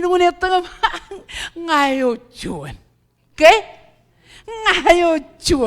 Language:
Marshallese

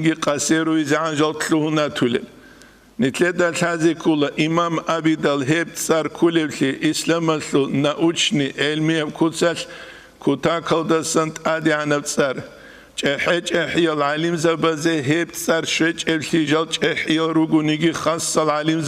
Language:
Avaric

